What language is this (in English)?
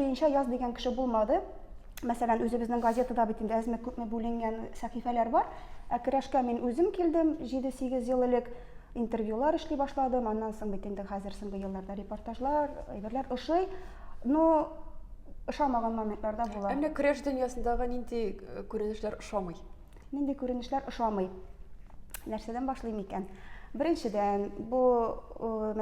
Tatar